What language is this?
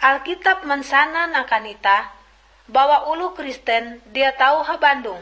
Ngaju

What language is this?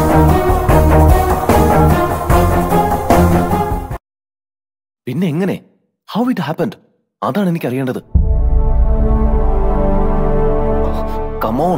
Malayalam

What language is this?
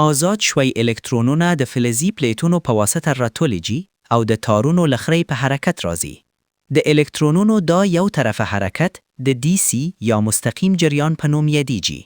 Pashto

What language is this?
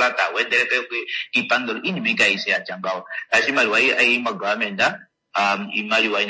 Kuanyama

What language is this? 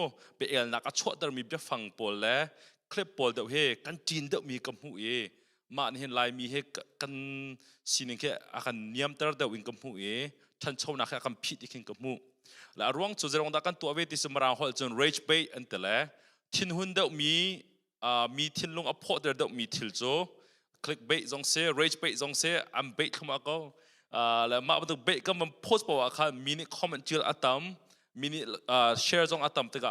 Hakha Chin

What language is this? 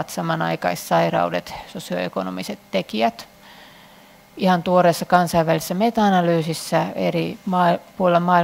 Finnish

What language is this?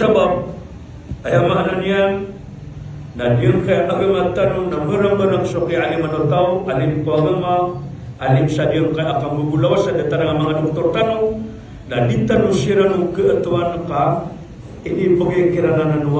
Maranao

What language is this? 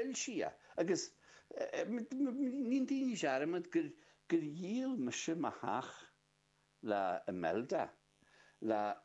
Irish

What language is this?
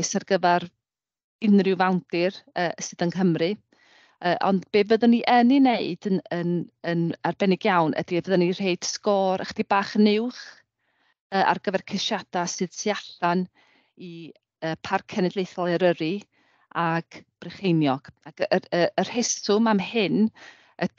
Welsh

